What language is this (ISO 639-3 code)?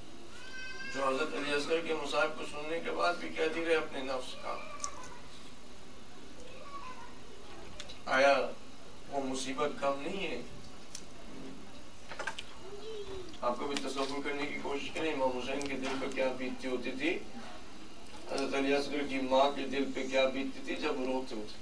urd